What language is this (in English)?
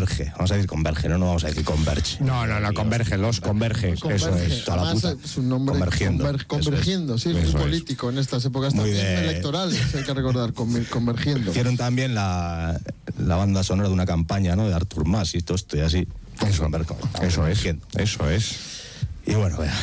Spanish